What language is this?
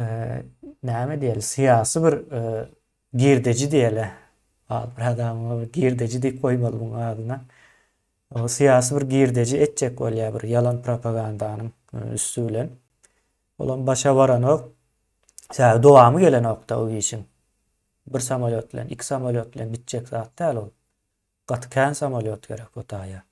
Turkmen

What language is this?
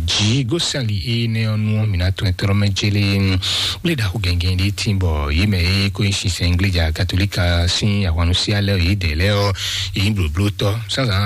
Fon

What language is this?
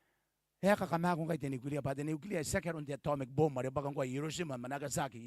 Gilbertese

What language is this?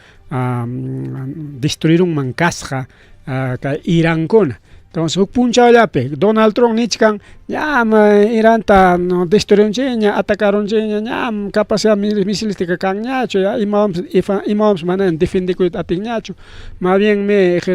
Ayacucho Quechua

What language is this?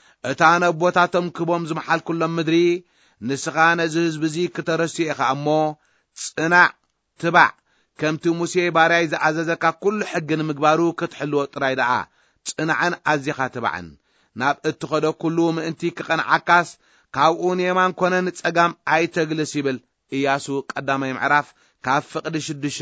Tigrinya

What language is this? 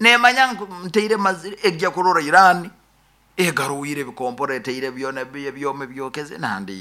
Nyankole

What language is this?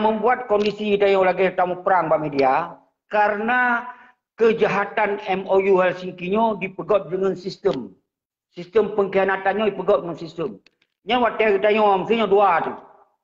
Achinese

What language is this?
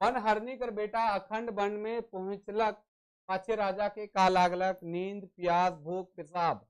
Sadri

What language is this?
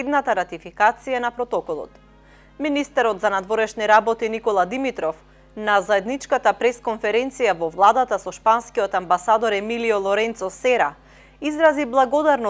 Macedonian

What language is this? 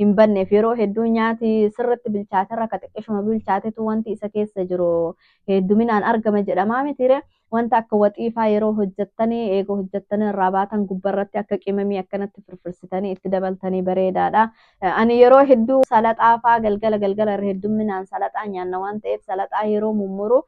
Oromo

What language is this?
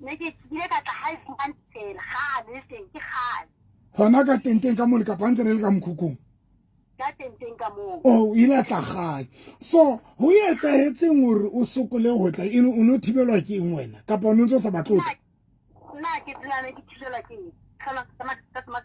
Southern Sotho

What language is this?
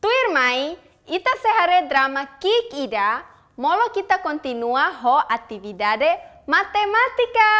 Tetum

